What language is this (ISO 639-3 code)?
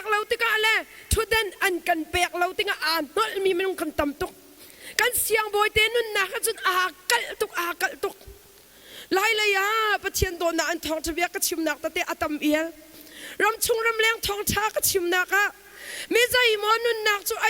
cnh